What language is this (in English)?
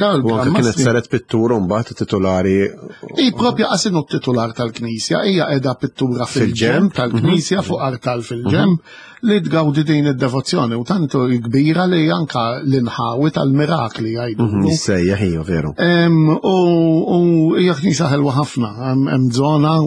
Maltese